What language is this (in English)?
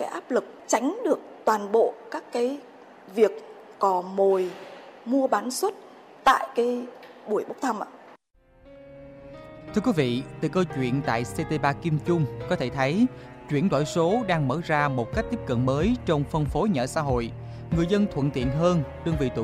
Vietnamese